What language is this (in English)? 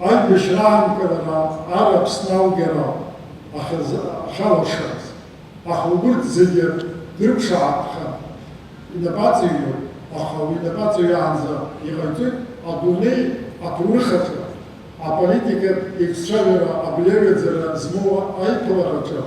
Abkhazian